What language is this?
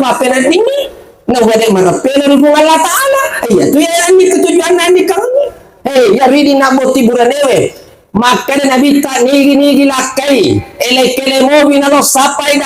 Buginese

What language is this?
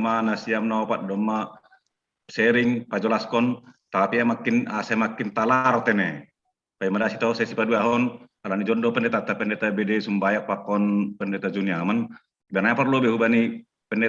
Batak Simalungun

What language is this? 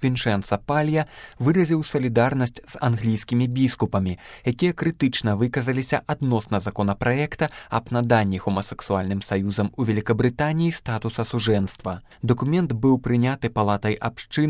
Belarusian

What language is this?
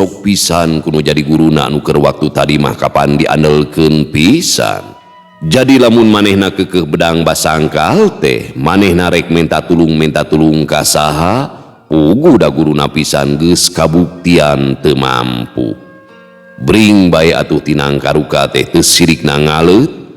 Sundanese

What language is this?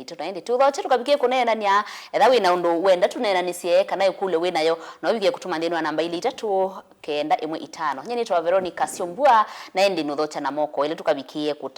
Kamba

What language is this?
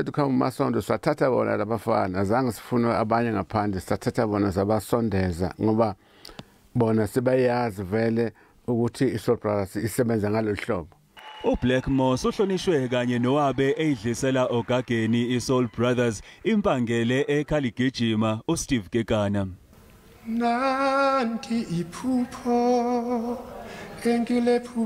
Zulu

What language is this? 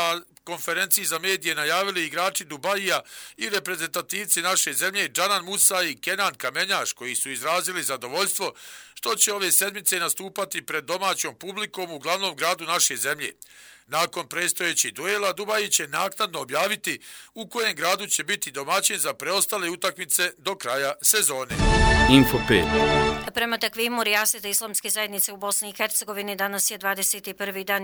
Croatian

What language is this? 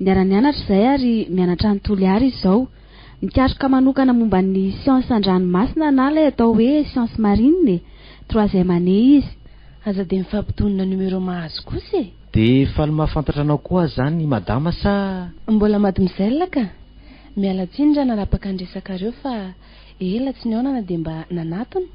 Malagasy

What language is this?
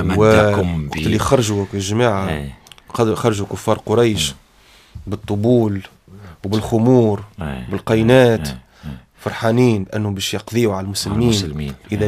Tunisian Arabic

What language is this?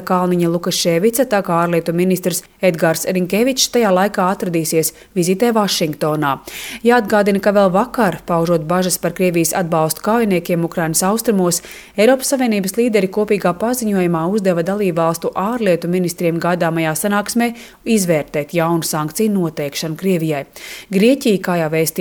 Latvian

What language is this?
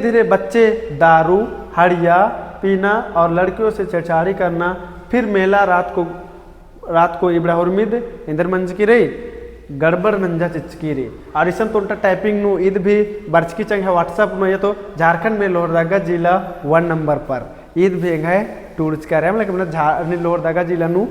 Kurukh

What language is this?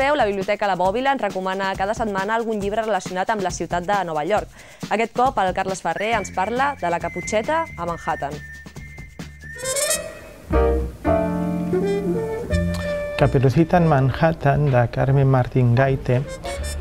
Catalan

